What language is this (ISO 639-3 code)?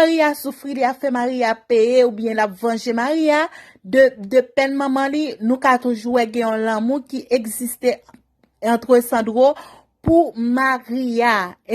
hat